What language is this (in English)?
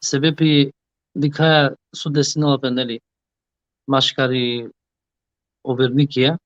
Balkan Romani